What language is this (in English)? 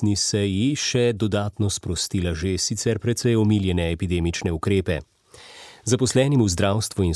Slovenian